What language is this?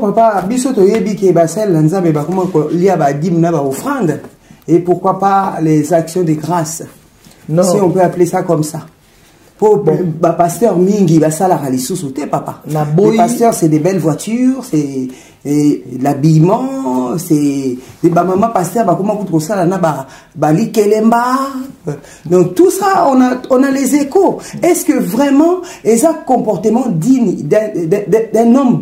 Lingala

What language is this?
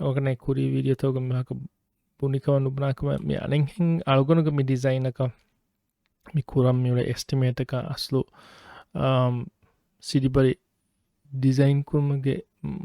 Divehi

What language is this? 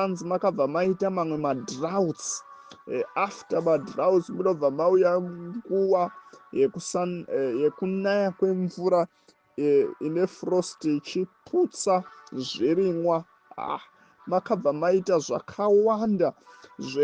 Shona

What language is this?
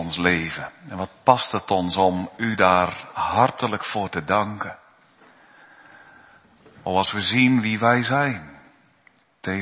Dutch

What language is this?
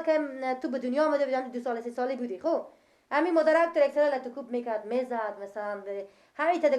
Persian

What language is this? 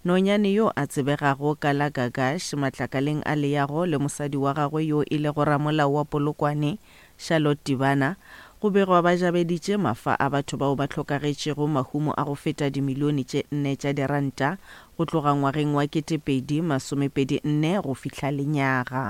Northern Sotho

